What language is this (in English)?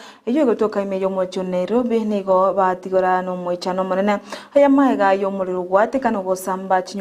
Gusii